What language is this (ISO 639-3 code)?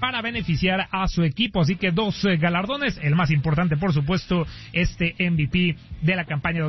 spa